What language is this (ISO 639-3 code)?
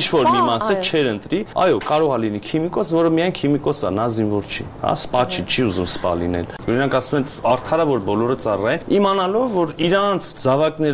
hye